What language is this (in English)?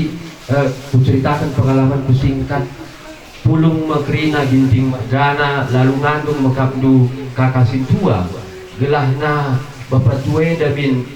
Batak Karo